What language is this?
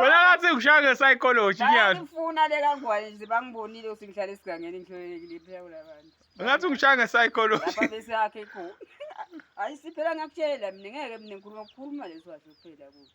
Zulu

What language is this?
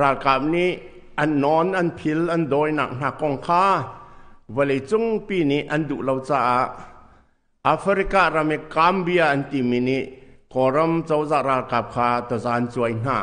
Hakha Chin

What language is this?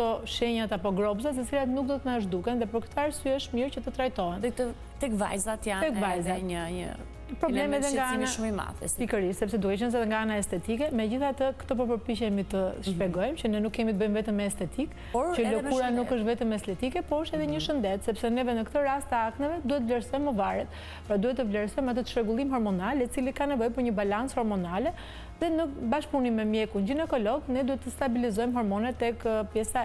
Albanian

